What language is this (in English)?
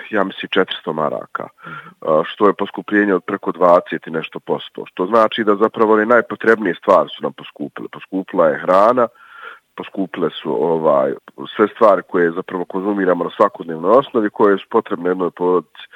Bosnian